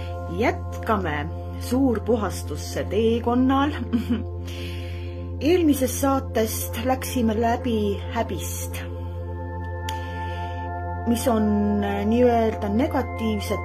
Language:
Estonian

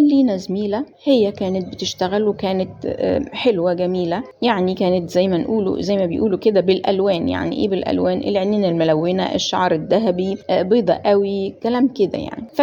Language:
Egyptian Arabic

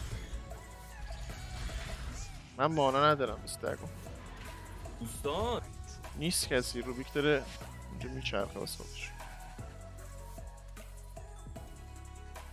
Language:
Persian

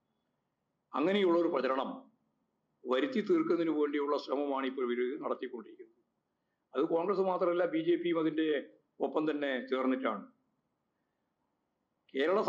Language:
Malayalam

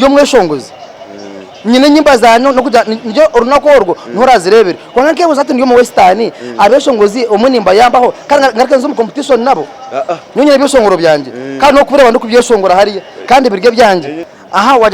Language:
Nyankole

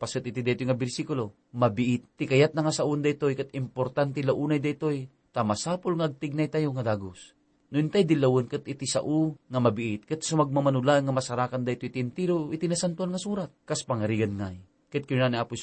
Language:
Iloko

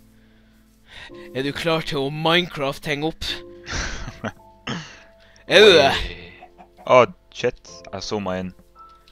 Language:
Norwegian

